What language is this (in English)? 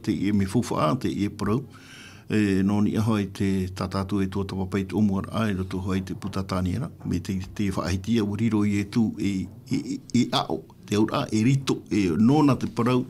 Tahitian